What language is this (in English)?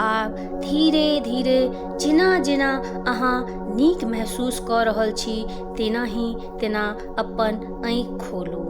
Maithili